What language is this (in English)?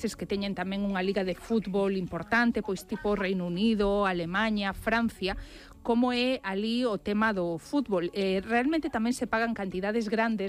Galician